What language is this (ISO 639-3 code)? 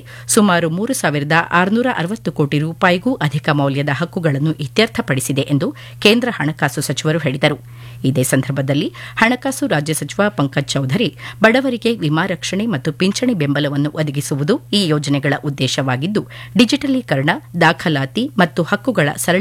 kan